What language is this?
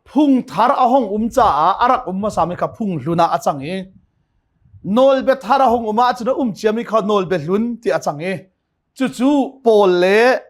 Hakha Chin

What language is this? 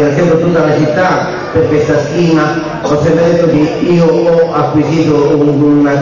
Italian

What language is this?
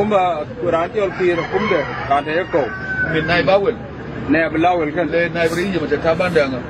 Nuer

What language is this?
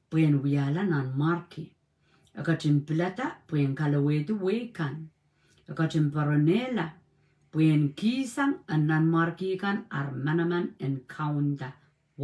Pohnpeian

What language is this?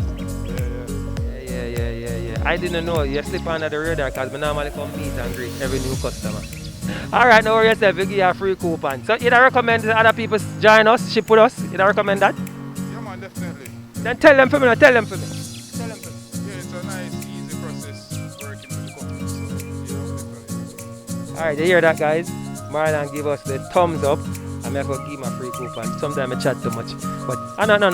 Jamaican Creole English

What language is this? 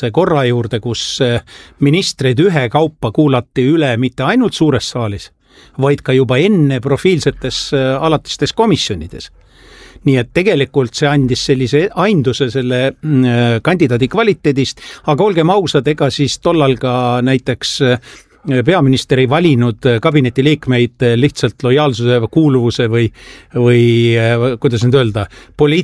Estonian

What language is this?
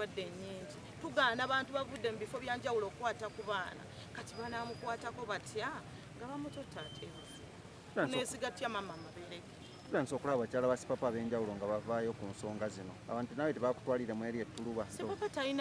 Ganda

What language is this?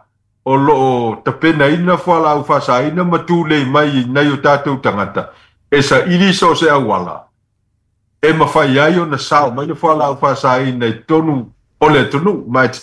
Samoan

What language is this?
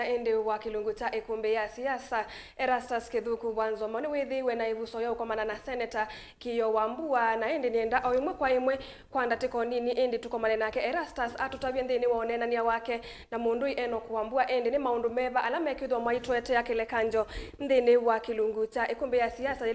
Kamba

